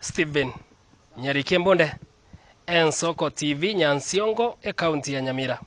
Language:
Gusii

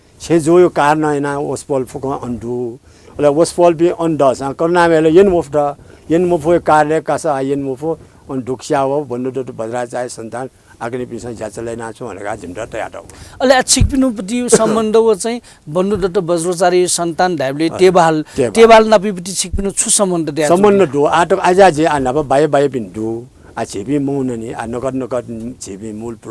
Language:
Newari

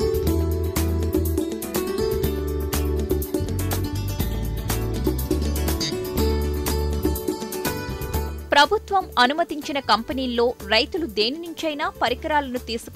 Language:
Telugu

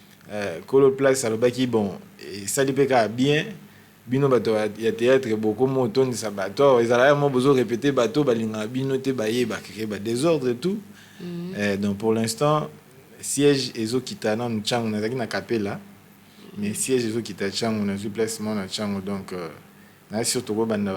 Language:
Lingala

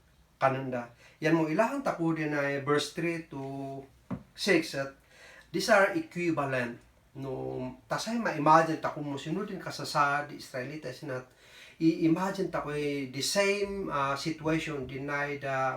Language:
Kankanaey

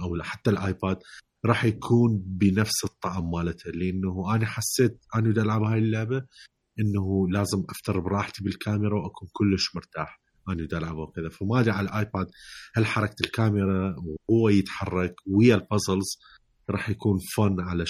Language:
Mesopotamian Arabic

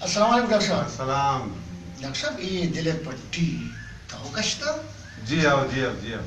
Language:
Baluchi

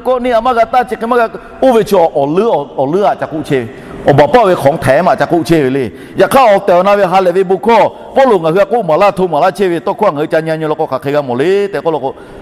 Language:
Lahu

